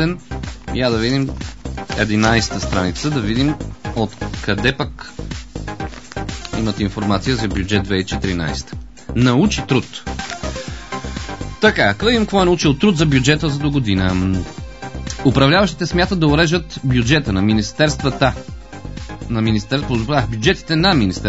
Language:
Bulgarian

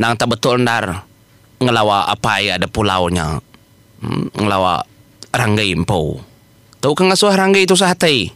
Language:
Iban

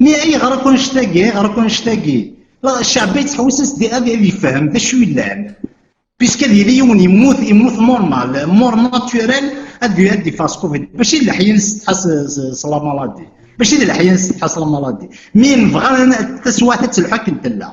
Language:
Kabyle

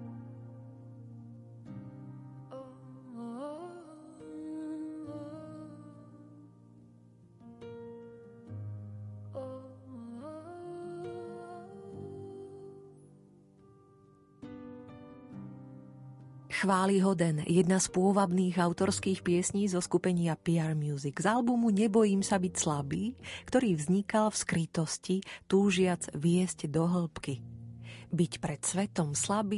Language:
Slovak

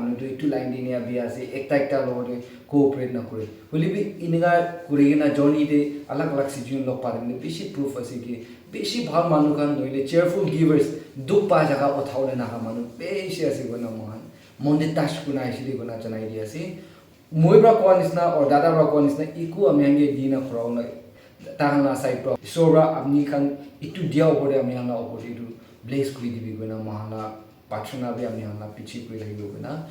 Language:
Naga Pidgin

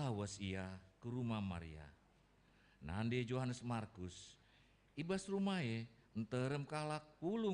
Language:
Batak Karo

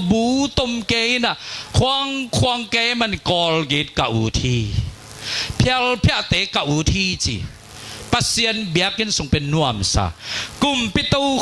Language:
Tedim Chin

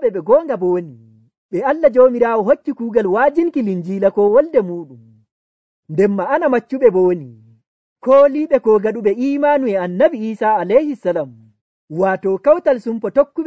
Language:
Nigerian Fulfulde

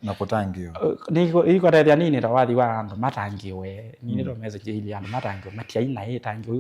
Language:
Kamba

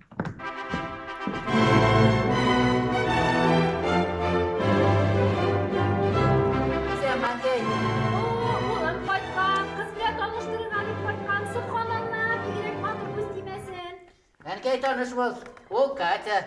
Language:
Tatar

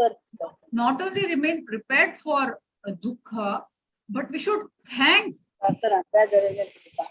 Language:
Konkani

